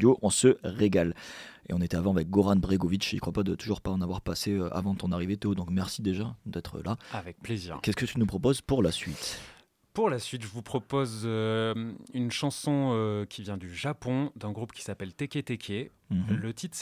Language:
French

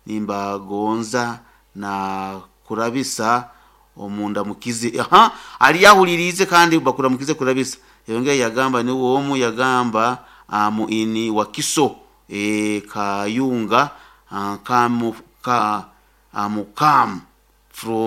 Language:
Nyoro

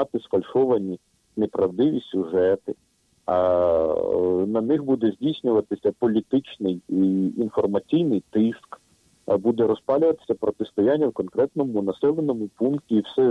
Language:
Ukrainian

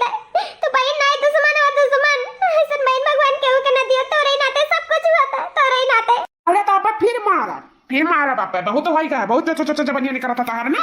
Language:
Awadhi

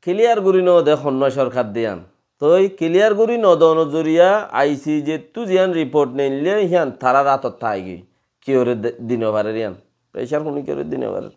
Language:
Rohingya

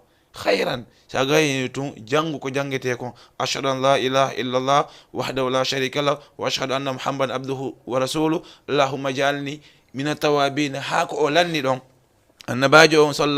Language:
Fula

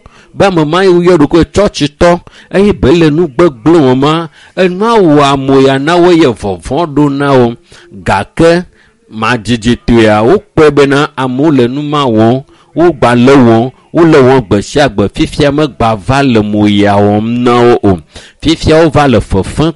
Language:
Ewe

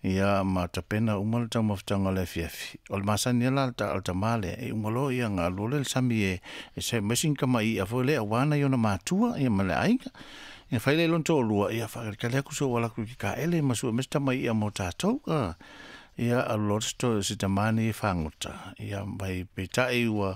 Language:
Samoan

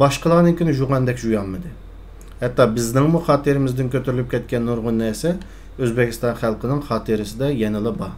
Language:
Uyghur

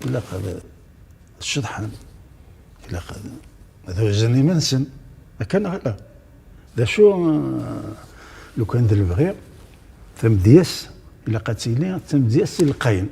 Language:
Kabyle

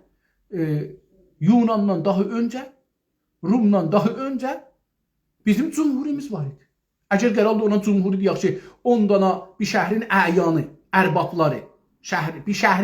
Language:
South Azerbaijani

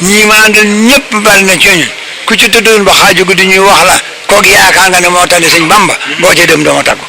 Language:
Wolof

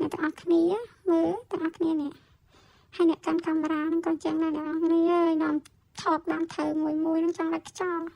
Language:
Khmer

